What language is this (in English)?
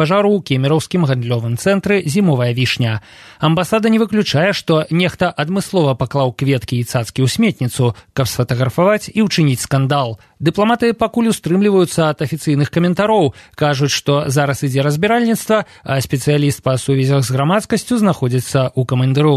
Belarusian